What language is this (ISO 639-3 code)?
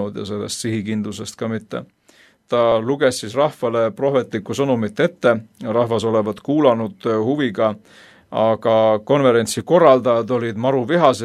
est